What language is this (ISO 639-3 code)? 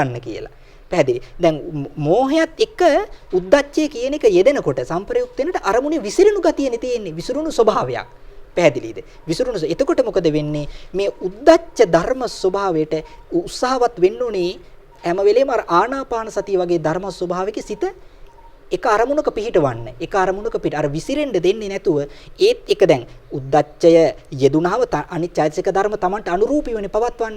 sin